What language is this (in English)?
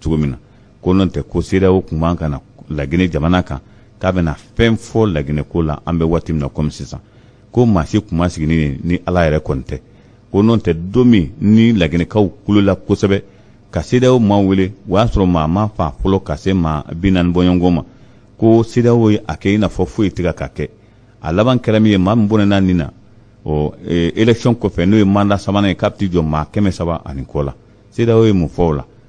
Bambara